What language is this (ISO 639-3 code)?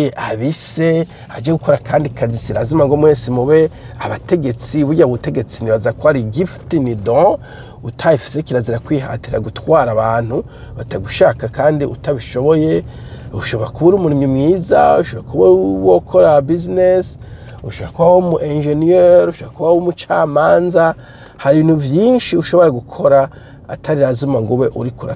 run